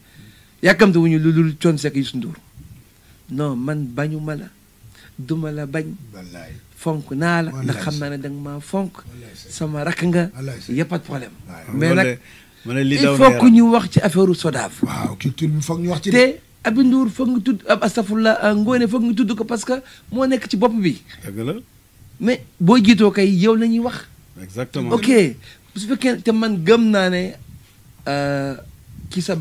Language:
Wolof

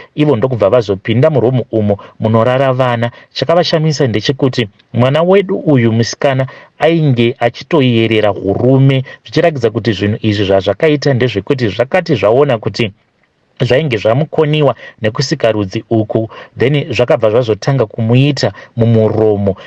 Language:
Shona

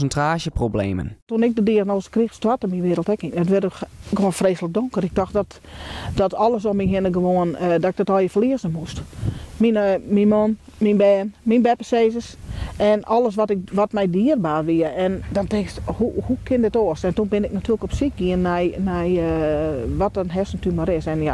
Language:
Western Frisian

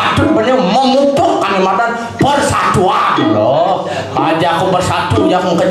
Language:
Balinese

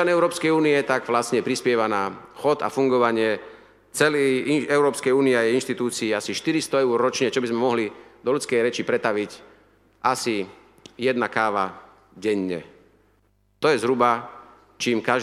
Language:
Slovak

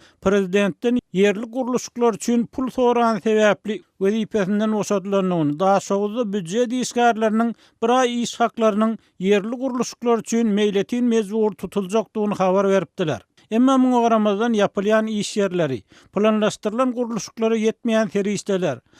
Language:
Turkmen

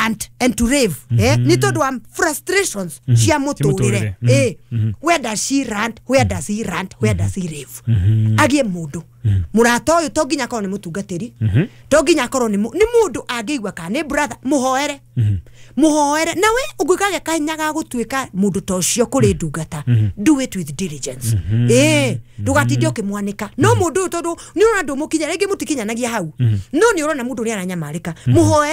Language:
Kikuyu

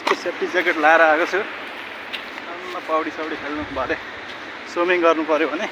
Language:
Nepali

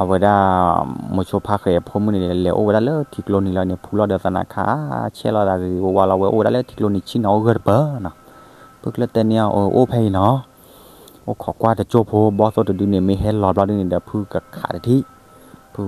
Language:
S'gaw Karen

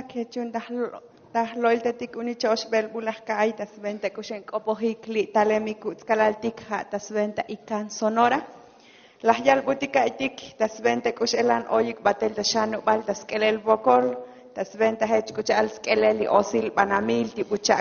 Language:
Tzotzil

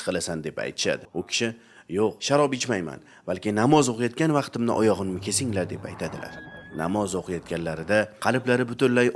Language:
Uzbek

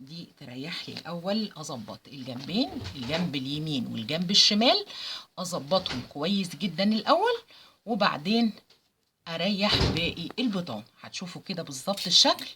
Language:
Egyptian Arabic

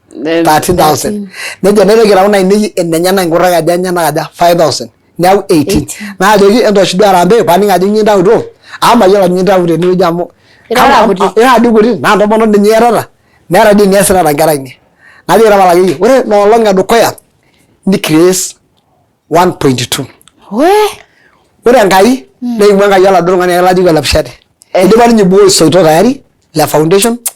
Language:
Masai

